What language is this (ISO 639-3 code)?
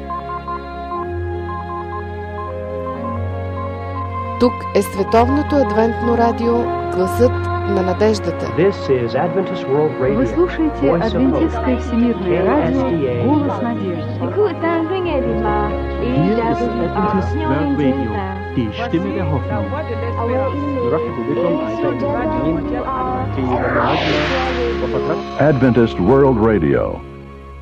bul